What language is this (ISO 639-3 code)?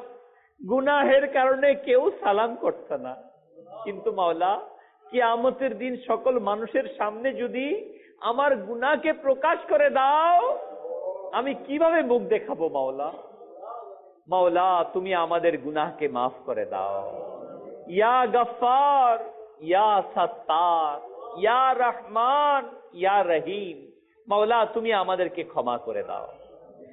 ben